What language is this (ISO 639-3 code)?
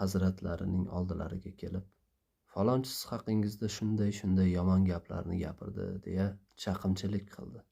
uzb